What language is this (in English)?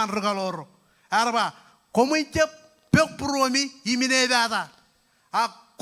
Marshallese